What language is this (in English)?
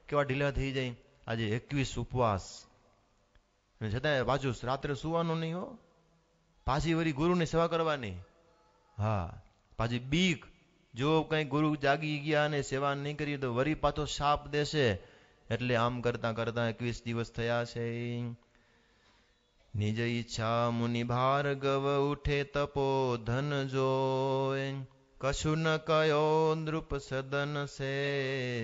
Gujarati